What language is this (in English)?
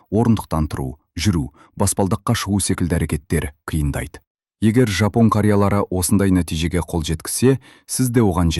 Kazakh